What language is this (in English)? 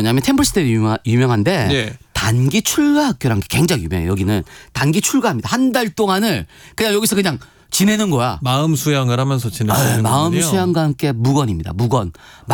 Korean